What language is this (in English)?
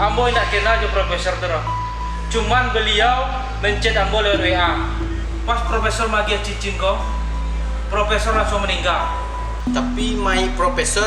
Minangkabau